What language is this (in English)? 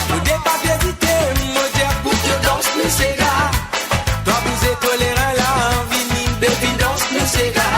Morisyen